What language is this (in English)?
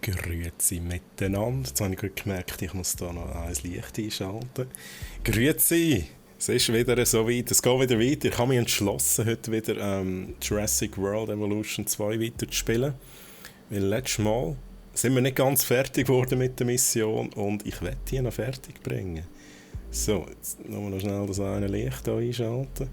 Swiss German